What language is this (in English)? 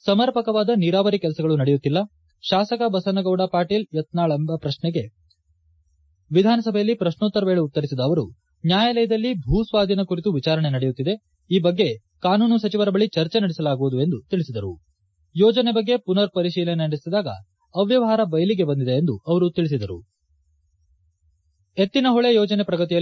Kannada